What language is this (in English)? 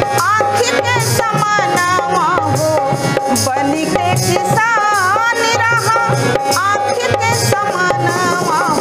Bhojpuri